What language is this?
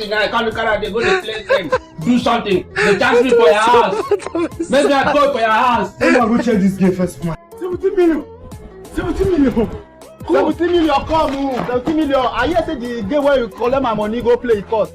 Nigerian Pidgin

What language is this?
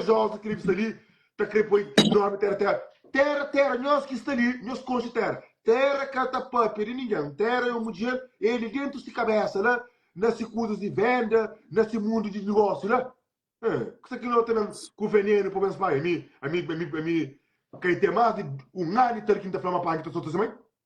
Kabuverdianu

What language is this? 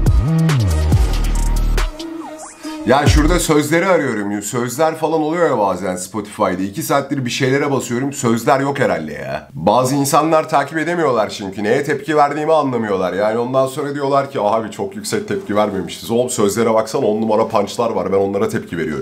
Turkish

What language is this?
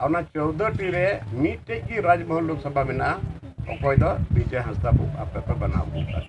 Santali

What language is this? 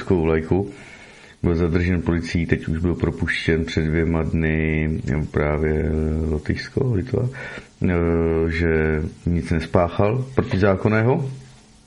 Czech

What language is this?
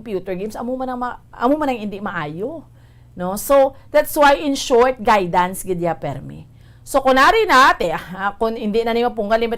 Hiligaynon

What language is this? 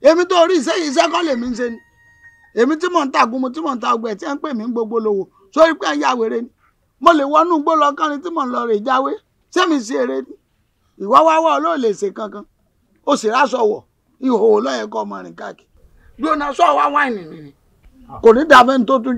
Yoruba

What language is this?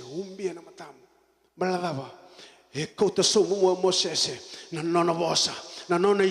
Fijian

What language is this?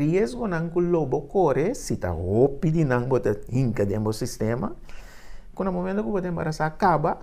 Papiamento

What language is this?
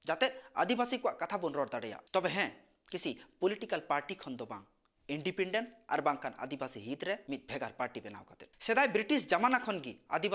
Santali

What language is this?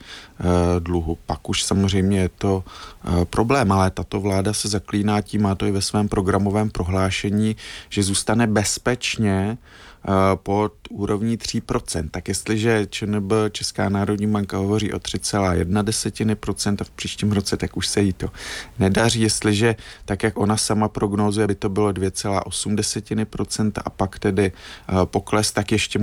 Czech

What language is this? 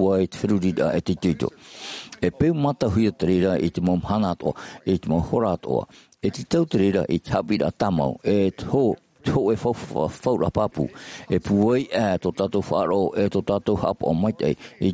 Tahitian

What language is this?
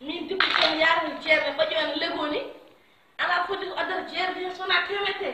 Fula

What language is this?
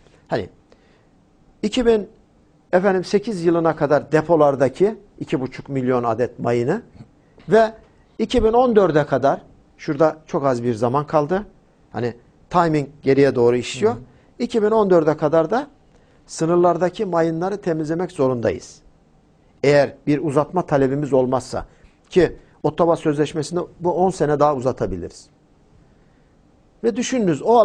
Turkish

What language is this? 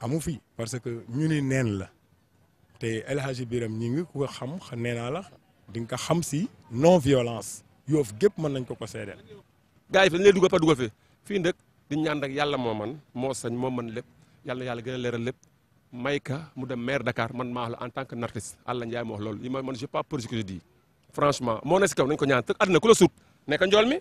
Wolof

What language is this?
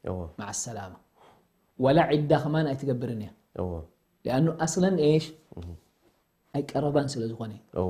Tigrinya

